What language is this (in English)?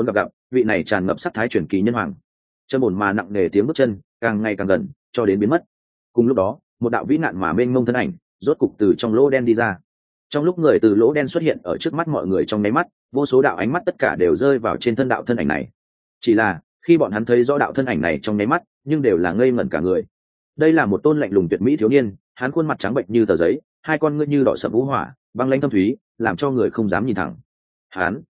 Vietnamese